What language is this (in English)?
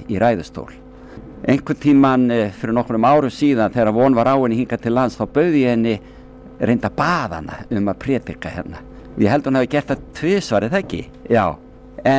Icelandic